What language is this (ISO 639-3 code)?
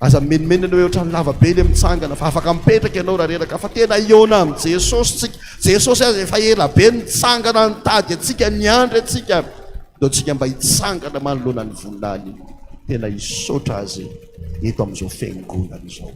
mlg